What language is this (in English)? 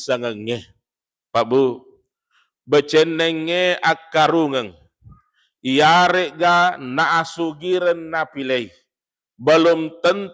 Buginese